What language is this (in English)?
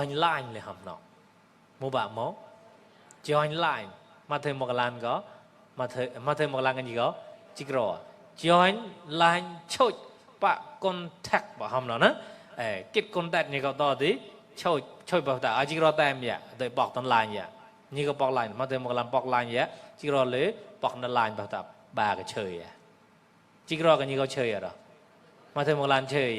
Mon